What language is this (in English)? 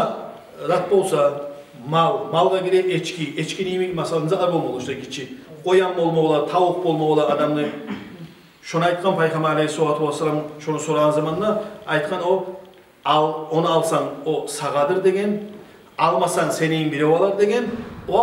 Kumyk